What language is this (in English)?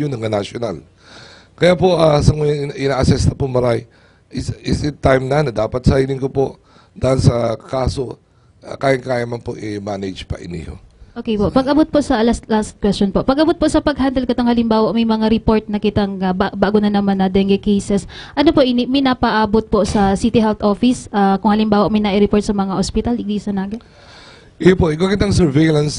Bikol